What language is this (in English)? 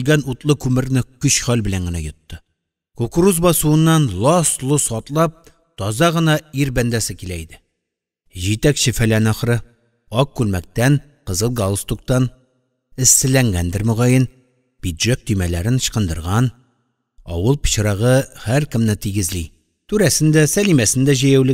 Tatar